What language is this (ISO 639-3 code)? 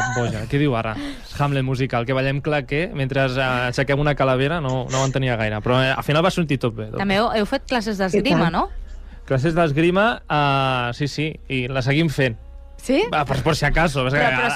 cat